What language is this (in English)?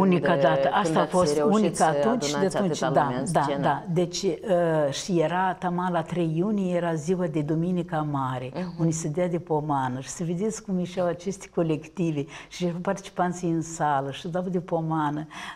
Romanian